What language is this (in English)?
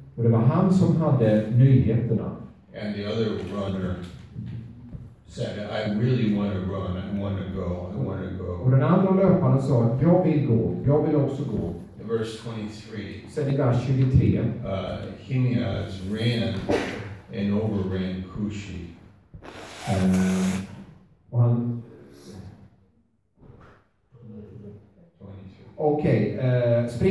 Swedish